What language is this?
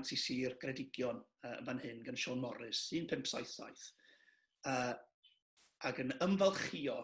Welsh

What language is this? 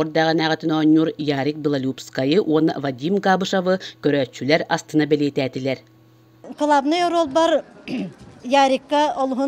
Yakut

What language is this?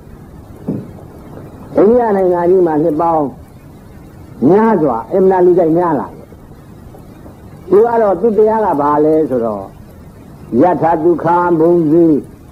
Burmese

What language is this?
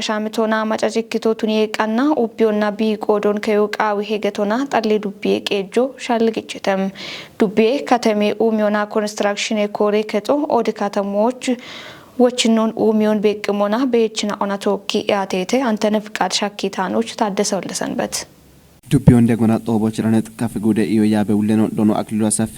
Kafa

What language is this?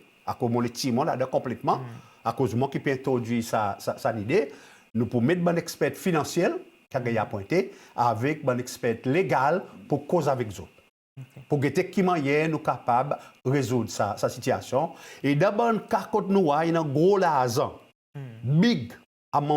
Seselwa Creole French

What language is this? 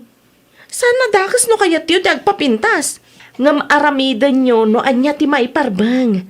Iloko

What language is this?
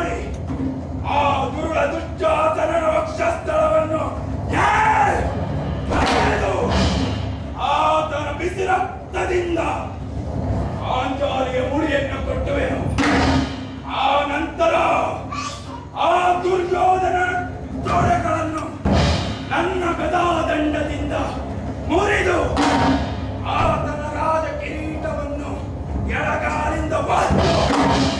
Kannada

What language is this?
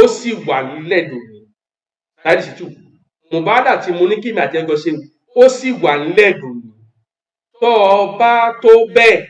Yoruba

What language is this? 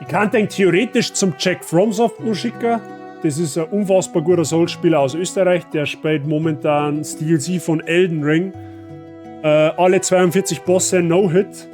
Bavarian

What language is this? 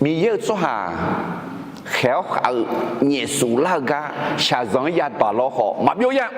Akha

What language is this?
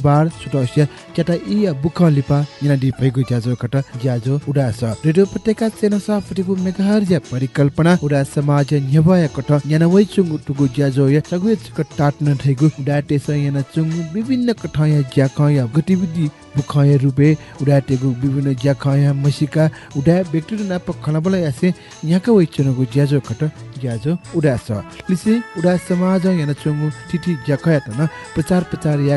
Newari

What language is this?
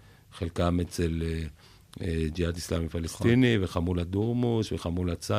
Hebrew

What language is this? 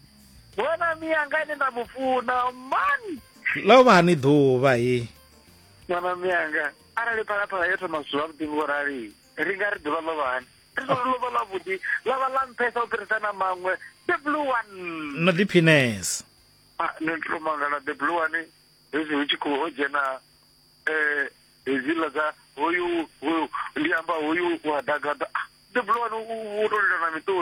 Venda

